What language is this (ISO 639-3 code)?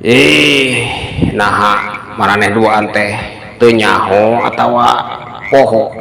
sun